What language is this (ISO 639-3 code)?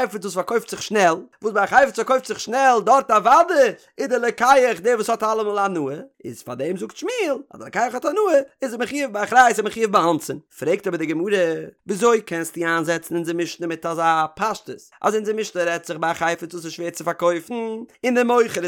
yid